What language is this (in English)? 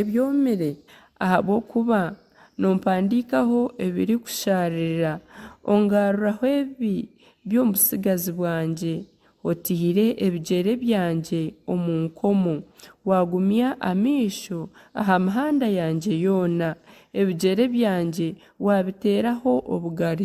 Nyankole